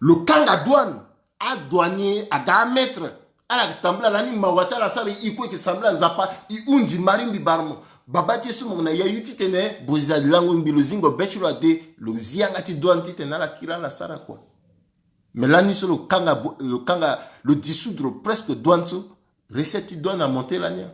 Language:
Sango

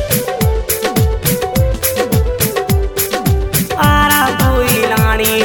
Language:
Haryanvi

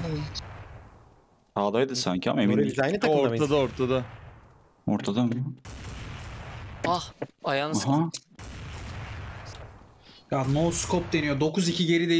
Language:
Turkish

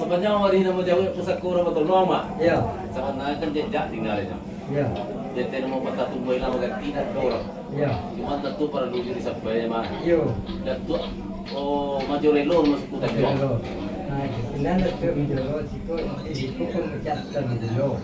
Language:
Minangkabau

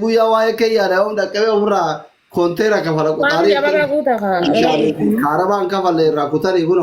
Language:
Oromo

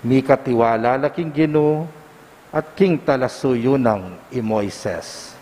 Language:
Pampanga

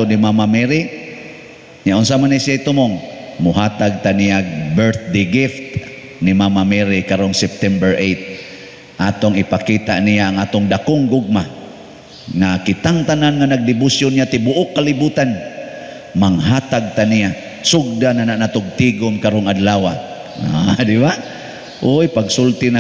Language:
Cebuano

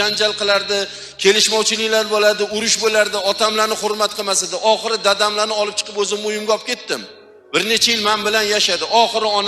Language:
Uzbek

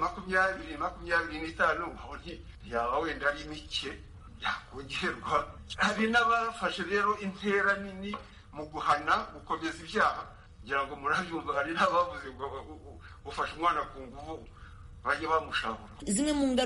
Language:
Kinyarwanda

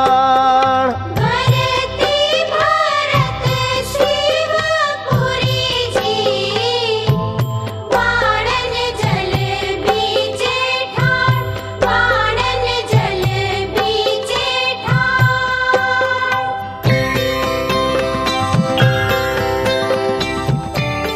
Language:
Bhojpuri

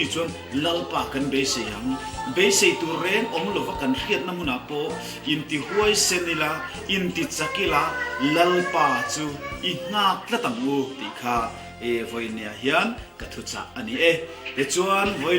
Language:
Mizo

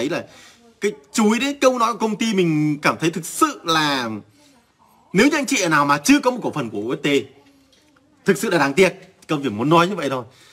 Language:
Vietnamese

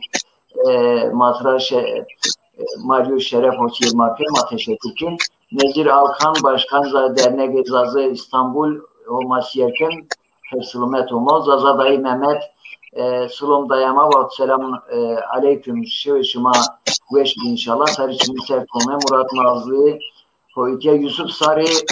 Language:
Zaza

